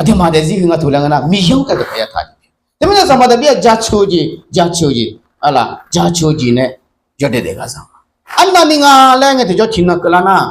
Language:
Akha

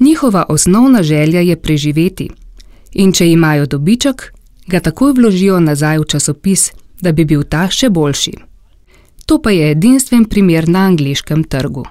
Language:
Slovenian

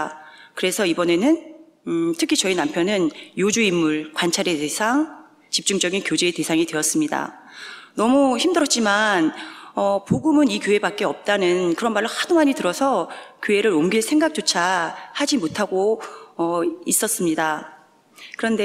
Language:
Korean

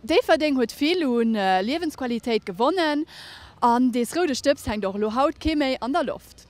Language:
Luxembourgish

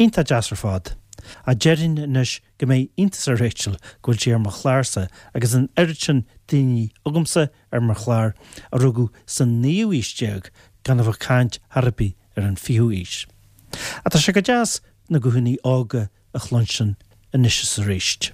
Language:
Irish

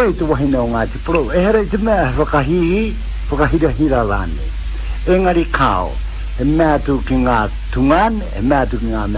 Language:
Māori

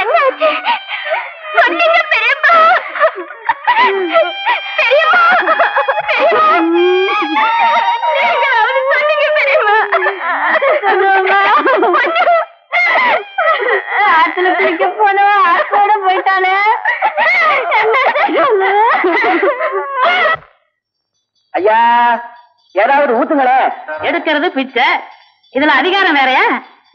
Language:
Tamil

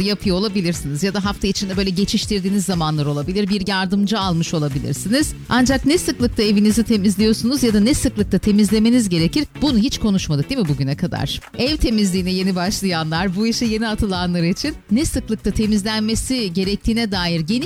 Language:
Turkish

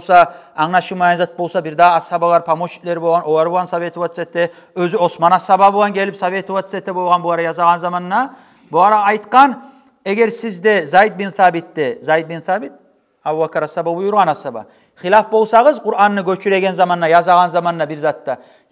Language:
Kumyk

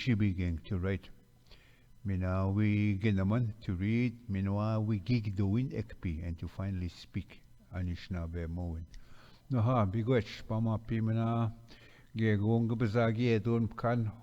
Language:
Ojibwa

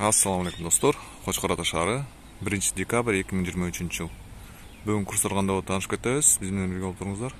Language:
Kyrgyz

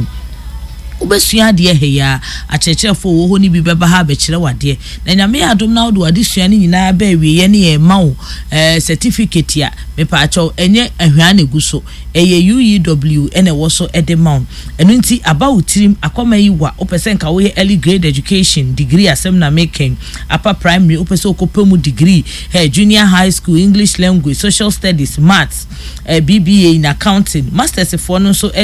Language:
Akan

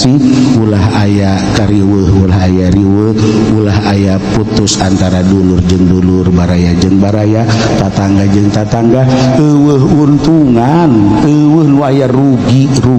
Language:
Sundanese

